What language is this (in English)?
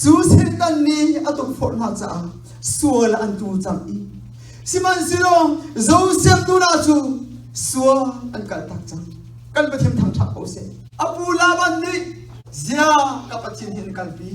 Hakha Chin